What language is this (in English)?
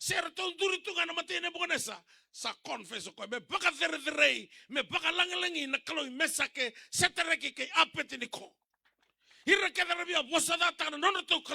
Fijian